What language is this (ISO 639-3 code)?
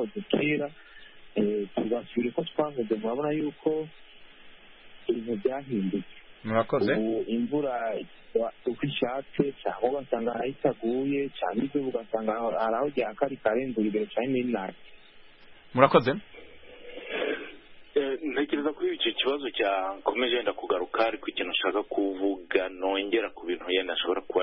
kin